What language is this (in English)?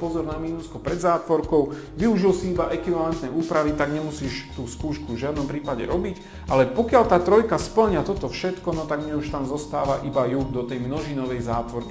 Slovak